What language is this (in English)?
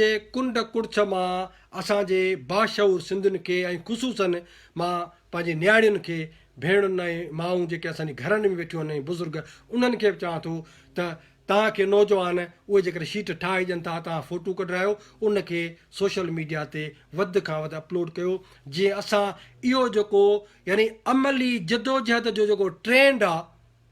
Sindhi